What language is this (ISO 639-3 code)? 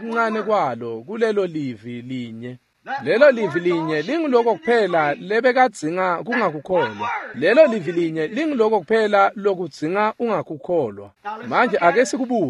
ssw